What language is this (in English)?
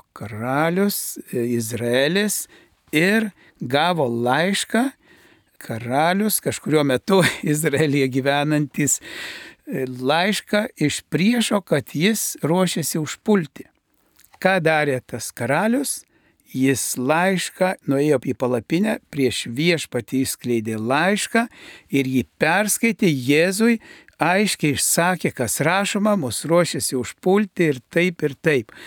Lithuanian